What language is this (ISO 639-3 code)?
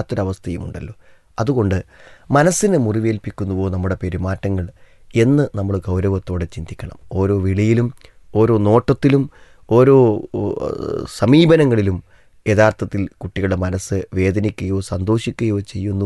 mal